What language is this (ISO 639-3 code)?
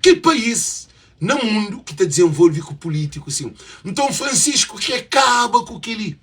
kea